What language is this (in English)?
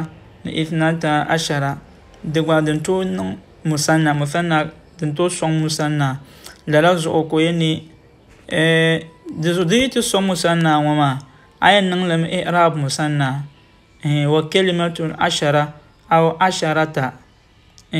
Dagbani